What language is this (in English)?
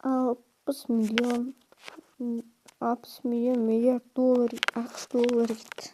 Kazakh